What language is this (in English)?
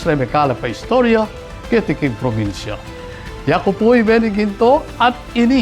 Pampanga